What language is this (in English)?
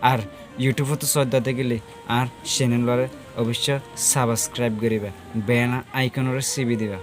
Rohingya